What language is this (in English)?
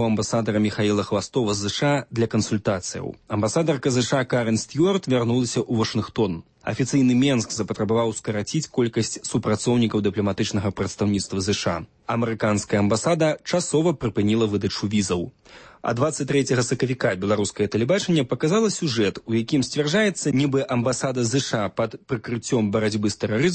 Belarusian